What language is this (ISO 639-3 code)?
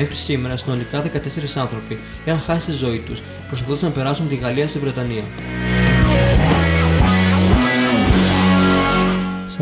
ell